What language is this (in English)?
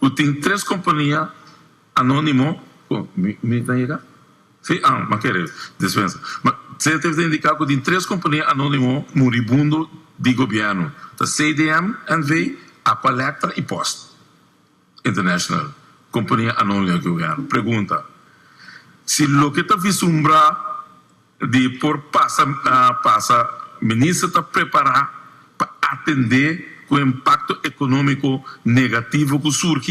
Papiamento